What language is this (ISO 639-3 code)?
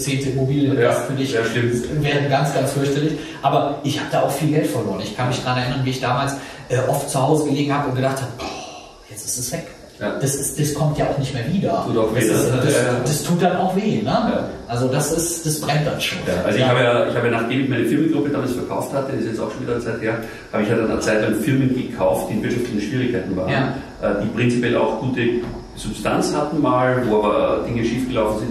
deu